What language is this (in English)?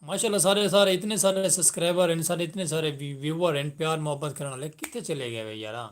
Saraiki